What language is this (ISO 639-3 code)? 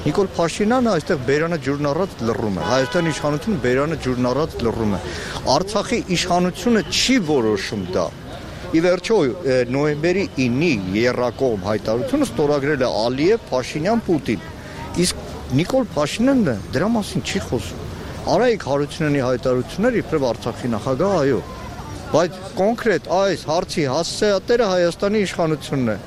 hye